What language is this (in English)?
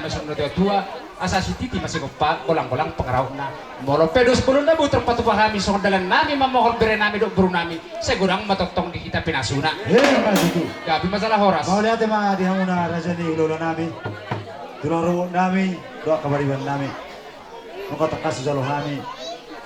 Batak Toba